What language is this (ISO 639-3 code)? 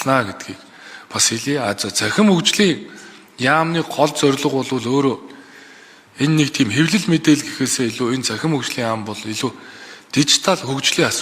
mon